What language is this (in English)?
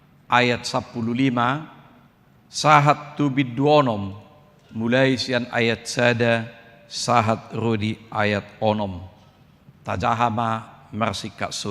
Batak Toba